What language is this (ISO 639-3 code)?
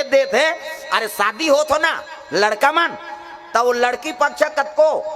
hne